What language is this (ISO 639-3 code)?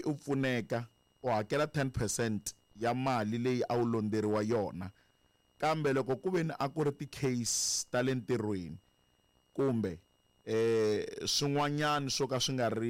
tso